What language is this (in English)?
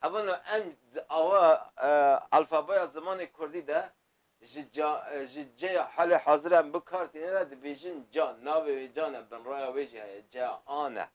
Kurdish